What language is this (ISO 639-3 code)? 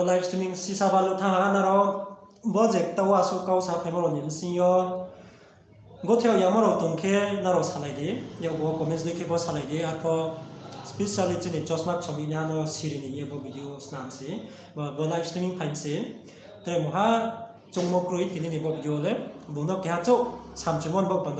ria